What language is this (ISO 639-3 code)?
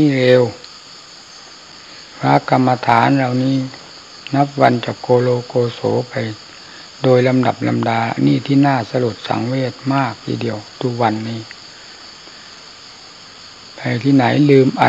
tha